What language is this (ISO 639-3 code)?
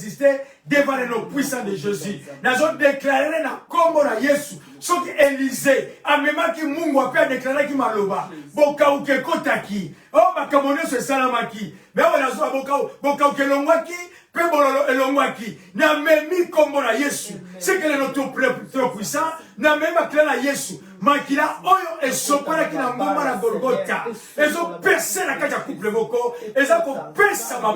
lin